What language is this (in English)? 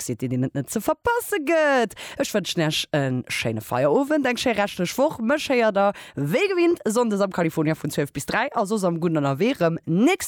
Luxembourgish